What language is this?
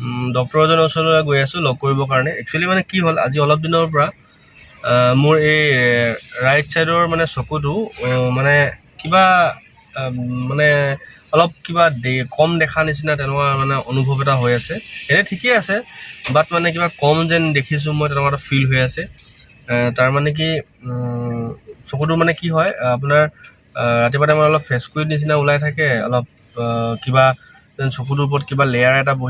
Assamese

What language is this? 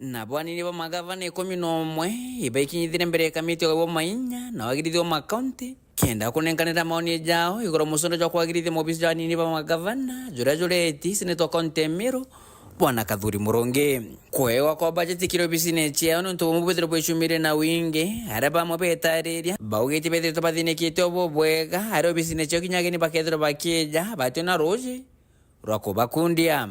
Meru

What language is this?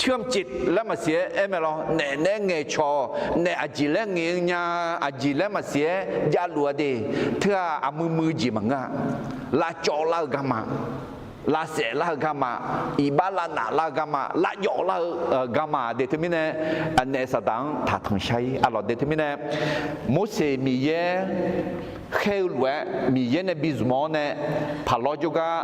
Akha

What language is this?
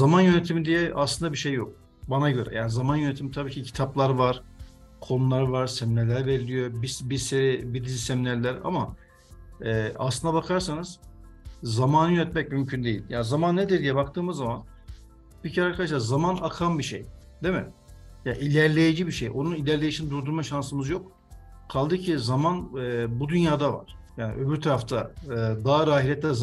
Turkish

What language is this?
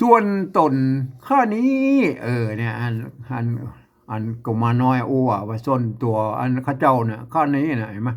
Northern Thai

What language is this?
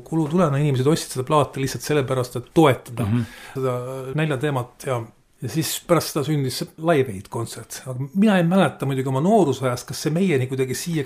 Estonian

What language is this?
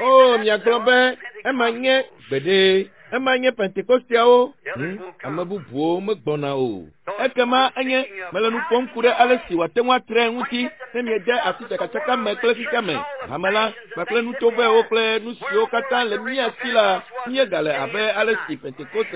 Ewe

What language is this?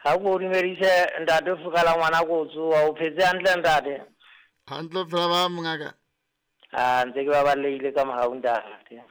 Southern Sotho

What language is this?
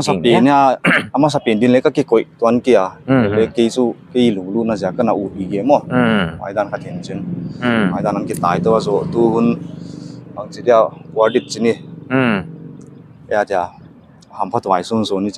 Paite Chin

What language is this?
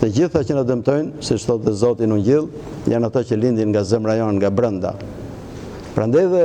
Albanian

